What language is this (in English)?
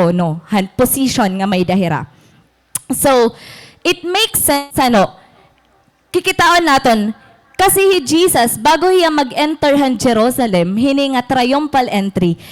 Waray